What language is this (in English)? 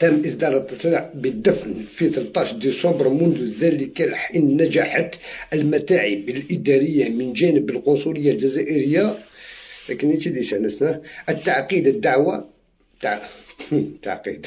Algerian Arabic